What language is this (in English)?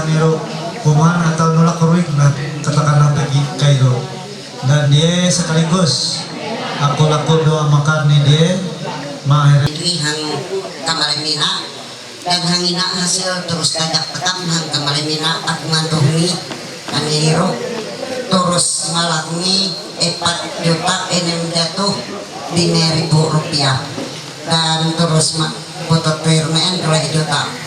Ma'anyan